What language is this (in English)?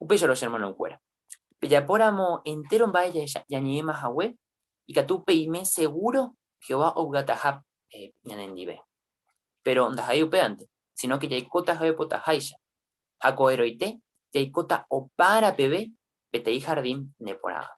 Guarani